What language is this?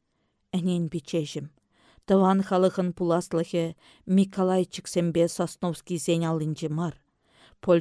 Chuvash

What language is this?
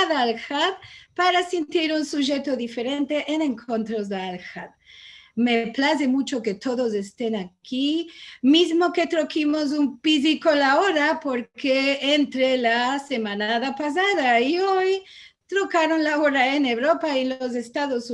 Ladino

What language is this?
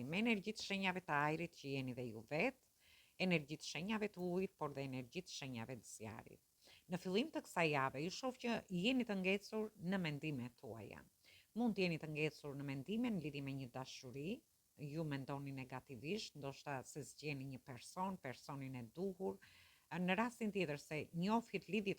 Albanian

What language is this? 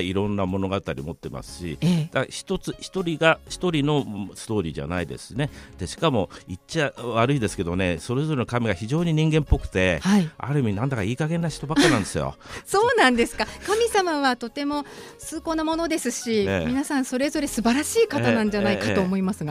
Japanese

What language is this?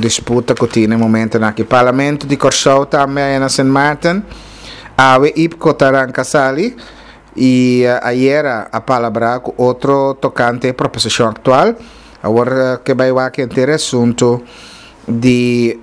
Papiamento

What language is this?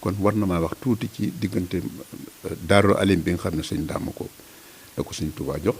Wolof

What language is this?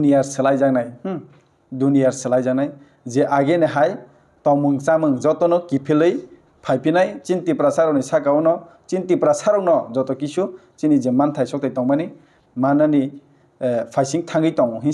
Kok Borok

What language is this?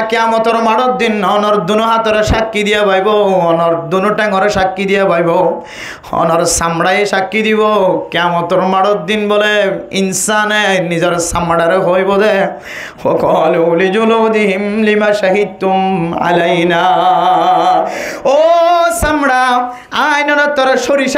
Rohingya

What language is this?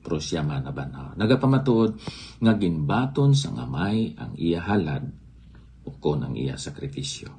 Hiligaynon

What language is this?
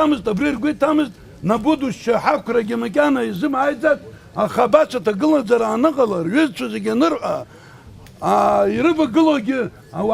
Abkhazian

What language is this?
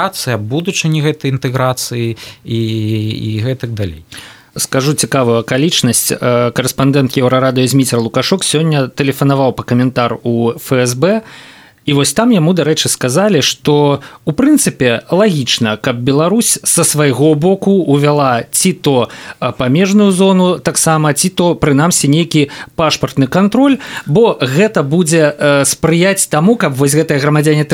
Belarusian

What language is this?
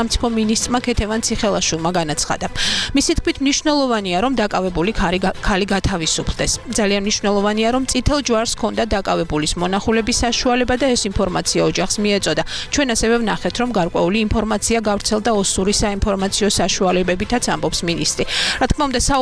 Georgian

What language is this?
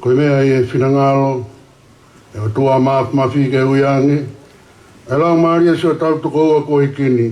Tongan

